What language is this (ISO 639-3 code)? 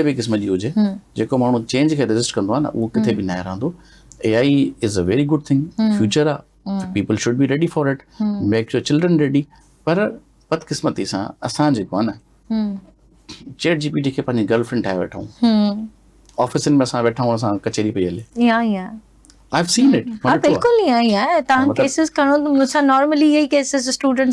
snd